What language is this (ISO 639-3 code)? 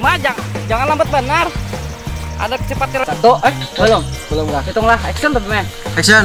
bjn